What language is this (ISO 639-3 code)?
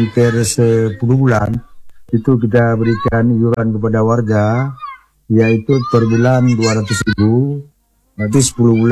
ind